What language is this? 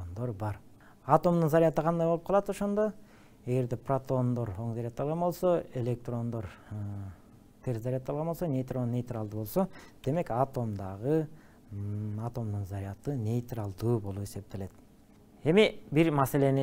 Kyrgyz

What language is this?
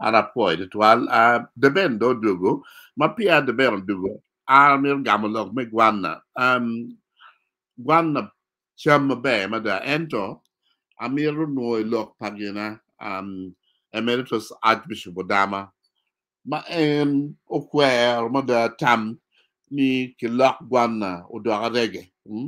Acoli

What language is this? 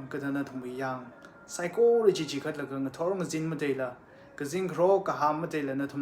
Tangkhul Naga (India)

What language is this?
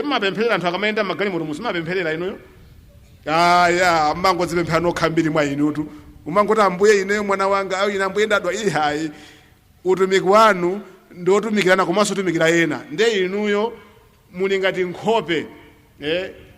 Nyanja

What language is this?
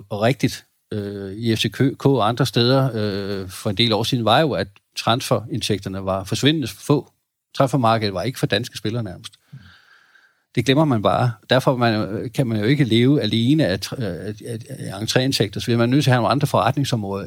Danish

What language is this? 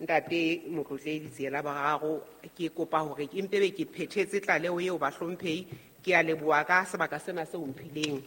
Southern Sotho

